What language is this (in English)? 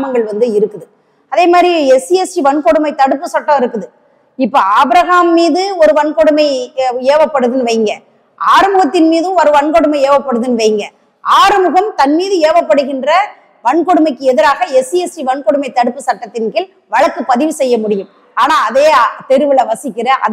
Tamil